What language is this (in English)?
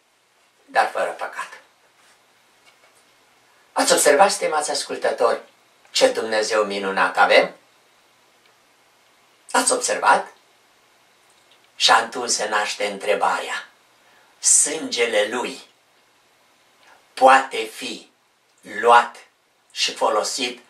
Romanian